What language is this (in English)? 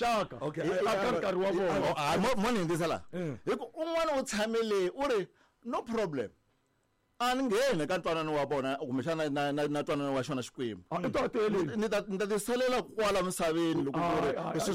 Tsonga